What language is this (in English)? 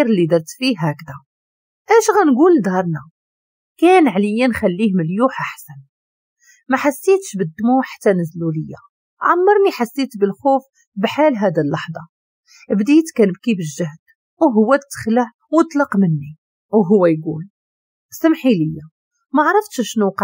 Moroccan Arabic